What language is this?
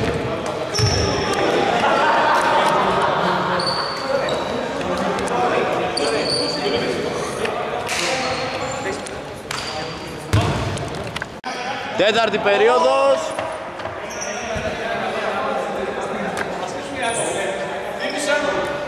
Greek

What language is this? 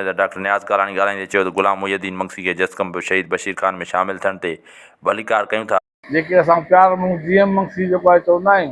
Sindhi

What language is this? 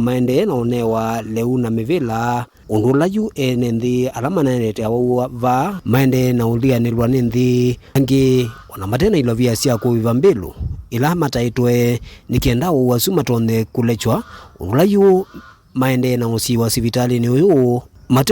Kamba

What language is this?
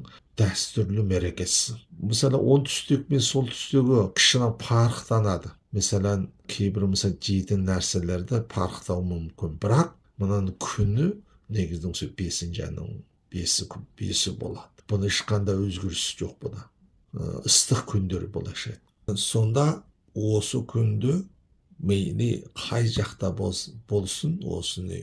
Kazakh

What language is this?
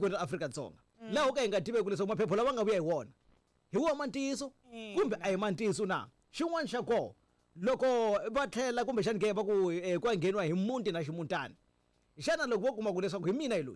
Tsonga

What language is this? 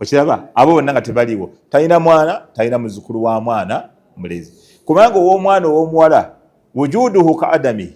Ganda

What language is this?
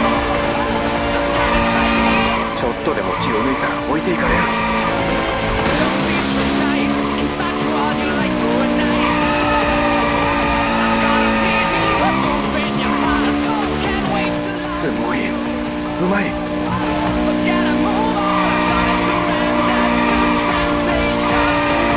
Japanese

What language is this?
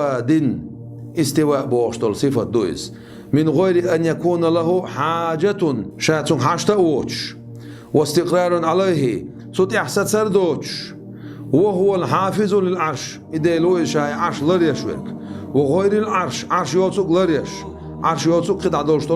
Chechen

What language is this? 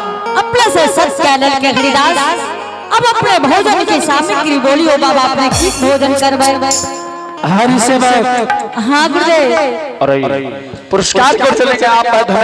Angika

